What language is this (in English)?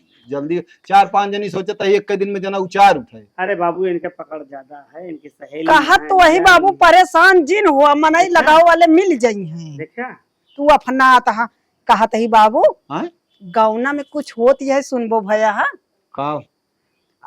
Awadhi